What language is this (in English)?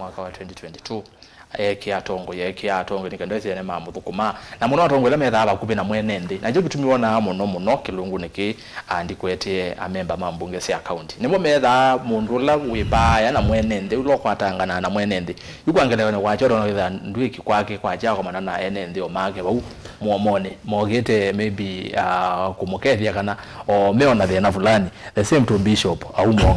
Kamba